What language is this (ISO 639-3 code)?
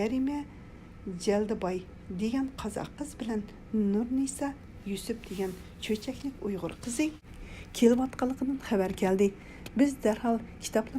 uig